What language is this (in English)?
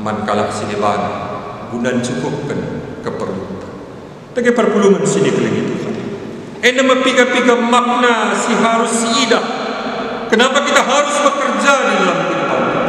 Batak Karo